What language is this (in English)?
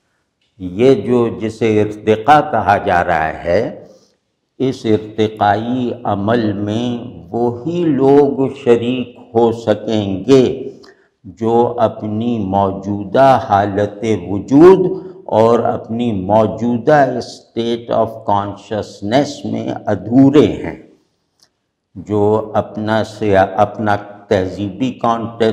Urdu